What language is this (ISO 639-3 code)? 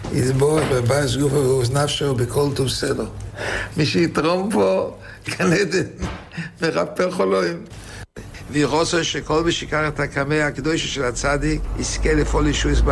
heb